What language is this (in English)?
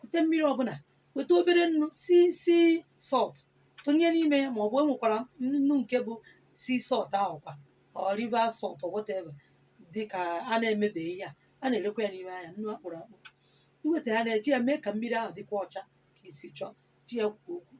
Igbo